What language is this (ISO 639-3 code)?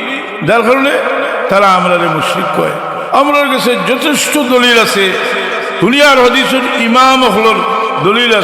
syl